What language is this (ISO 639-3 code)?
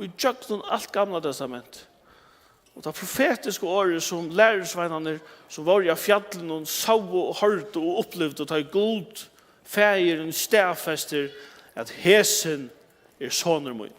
fao